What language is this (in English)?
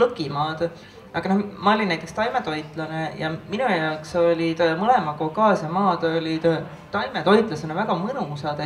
Estonian